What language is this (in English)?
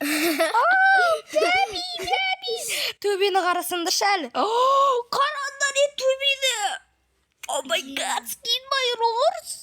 Kazakh